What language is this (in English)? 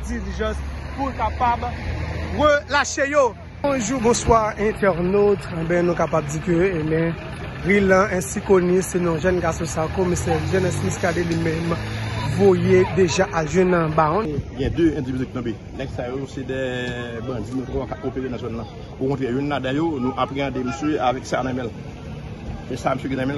Haitian Creole